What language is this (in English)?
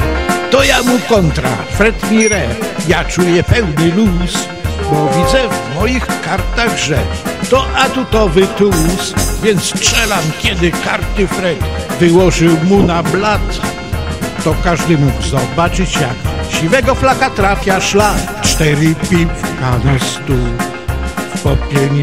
Polish